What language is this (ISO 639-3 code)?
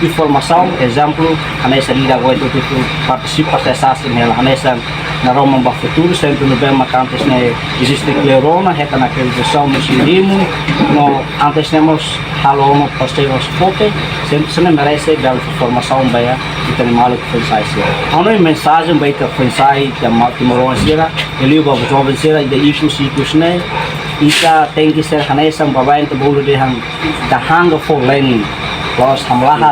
tet